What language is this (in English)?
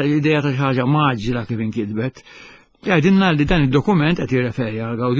Maltese